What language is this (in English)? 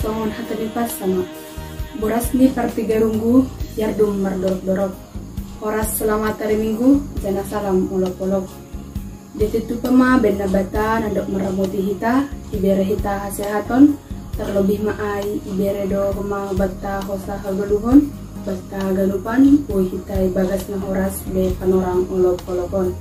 Batak Simalungun